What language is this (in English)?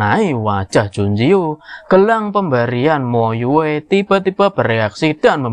Indonesian